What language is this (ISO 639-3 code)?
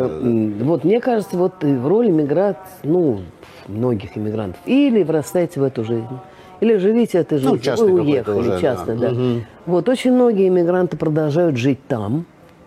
rus